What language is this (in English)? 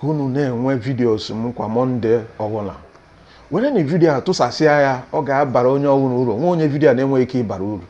Igbo